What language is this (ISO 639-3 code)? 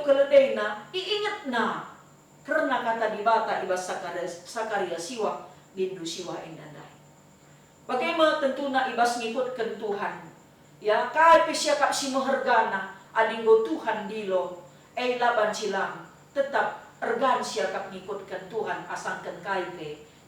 btx